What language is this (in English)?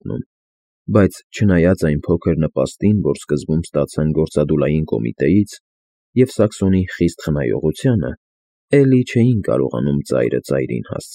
Armenian